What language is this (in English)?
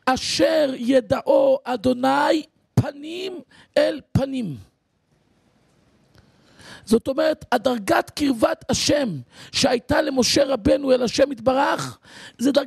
Hebrew